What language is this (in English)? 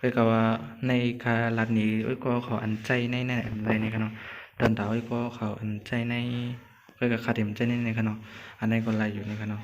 Shan